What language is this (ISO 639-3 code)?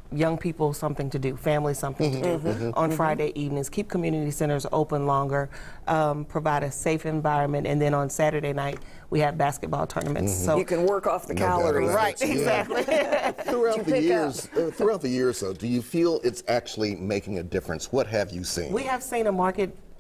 eng